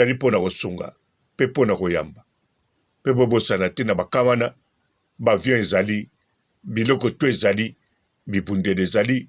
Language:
Lingala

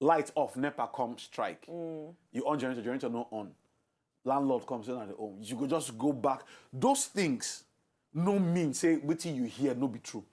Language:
Nigerian Pidgin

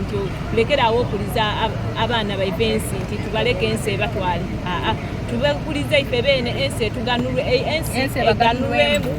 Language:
Soga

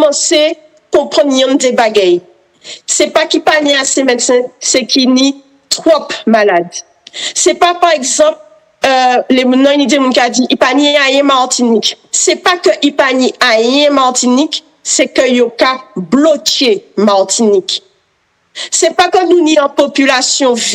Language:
Guadeloupean Creole French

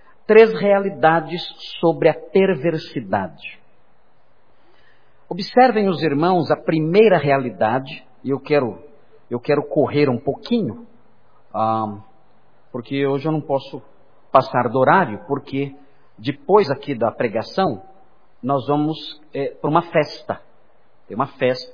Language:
Portuguese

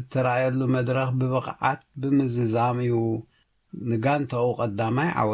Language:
Tigrinya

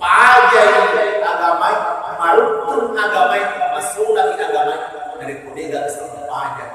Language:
Buginese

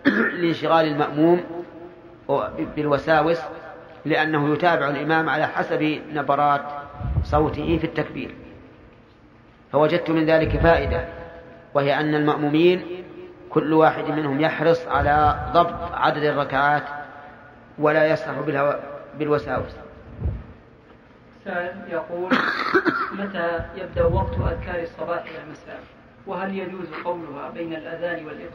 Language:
Arabic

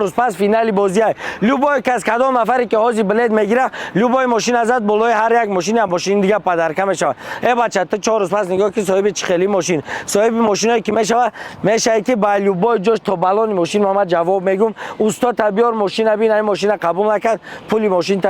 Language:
Tajik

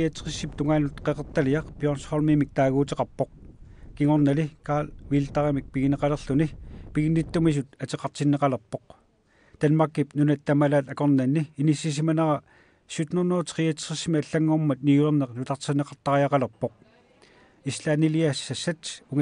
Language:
Kalaallisut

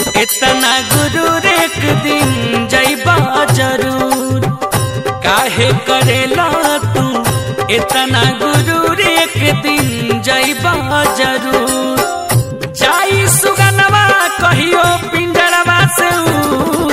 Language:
Bhojpuri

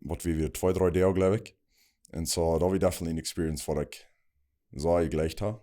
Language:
Plautdietsch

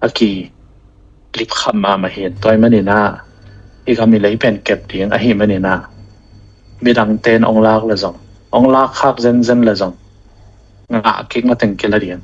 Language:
Tedim Chin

